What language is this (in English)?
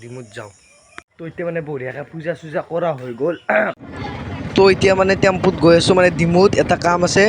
Assamese